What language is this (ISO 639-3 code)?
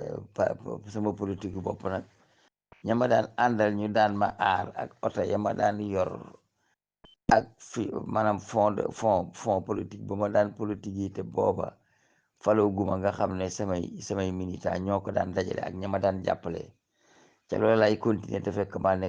wol